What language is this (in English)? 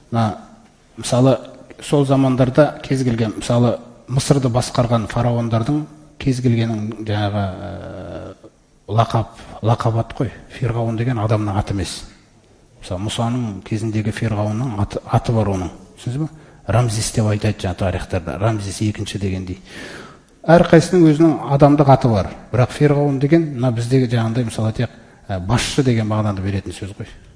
Kazakh